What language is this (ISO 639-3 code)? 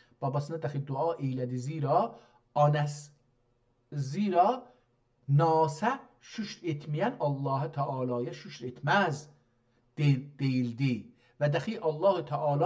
azb